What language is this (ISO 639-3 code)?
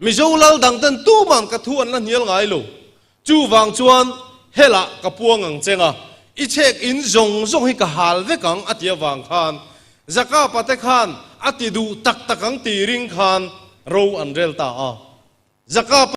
lus